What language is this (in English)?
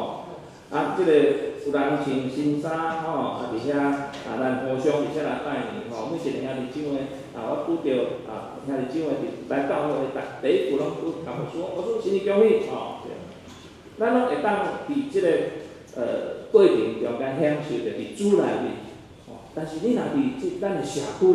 Min Nan Chinese